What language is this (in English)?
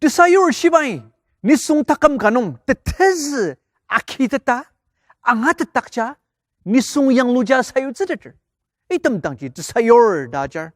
Ao Naga